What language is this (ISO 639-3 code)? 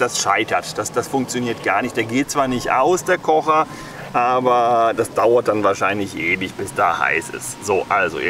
deu